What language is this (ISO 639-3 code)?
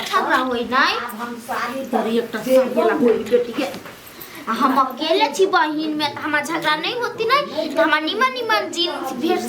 mai